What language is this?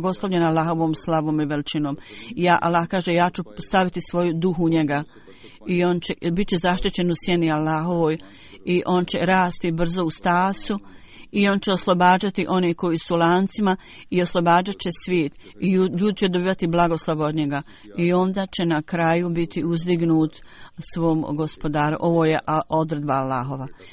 Bosnian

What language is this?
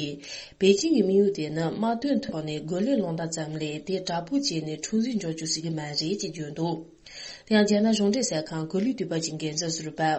Tibetan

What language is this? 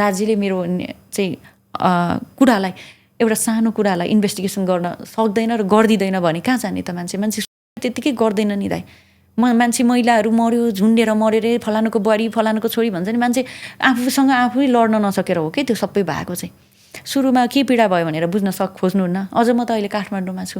Nepali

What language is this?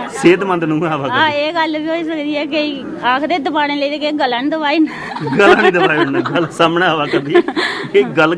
Dogri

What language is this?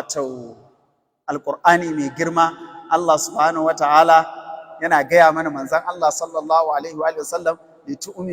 Hausa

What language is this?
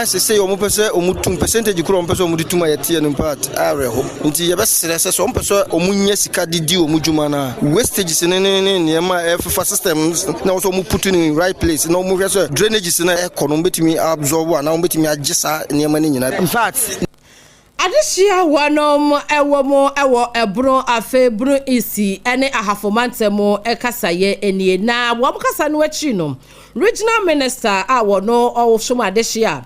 Akan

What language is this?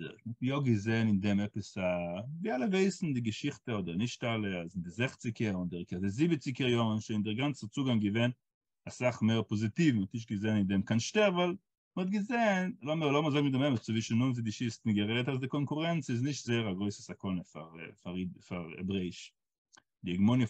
Yiddish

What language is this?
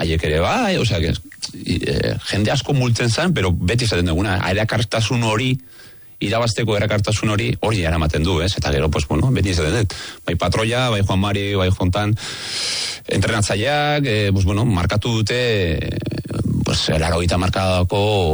Basque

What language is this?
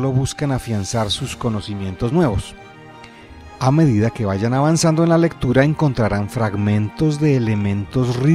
Spanish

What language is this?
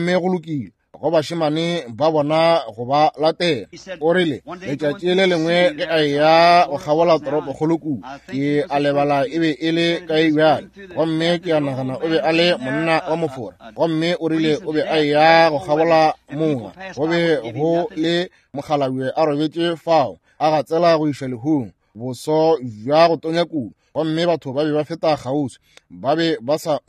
Northern Sotho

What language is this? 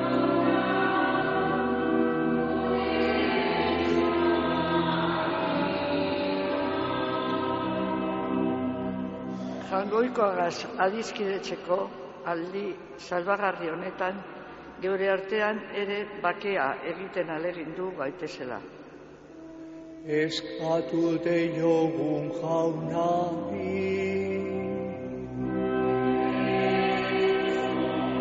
Basque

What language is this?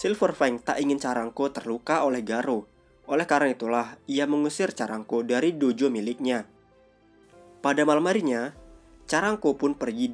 Indonesian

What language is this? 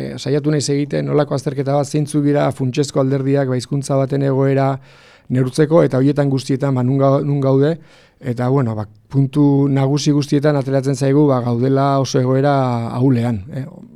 Basque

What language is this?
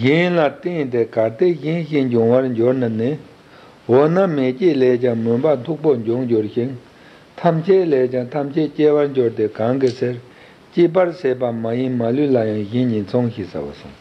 Tibetan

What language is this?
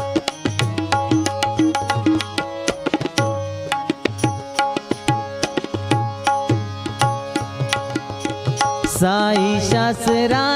Marathi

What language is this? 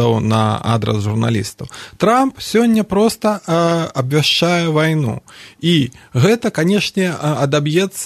Belarusian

